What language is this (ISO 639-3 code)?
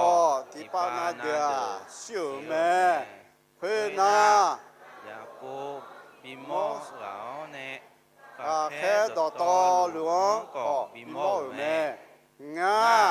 ahk